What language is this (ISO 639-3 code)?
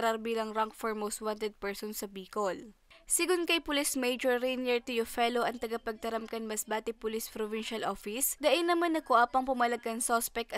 bik